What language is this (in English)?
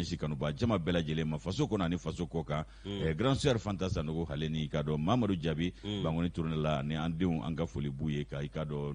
Bambara